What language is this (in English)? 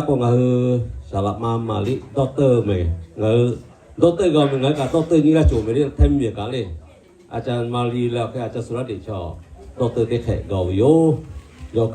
Lahu